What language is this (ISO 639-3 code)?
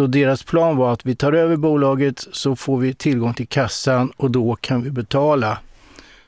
swe